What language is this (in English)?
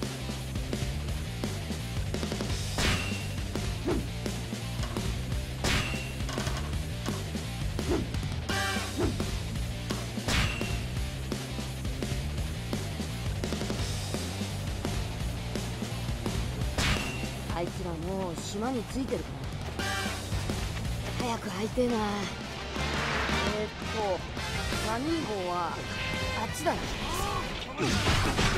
Japanese